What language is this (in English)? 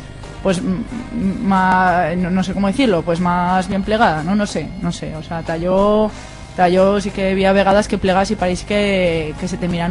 Aragonese